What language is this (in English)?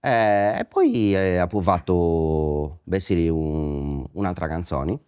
Sardinian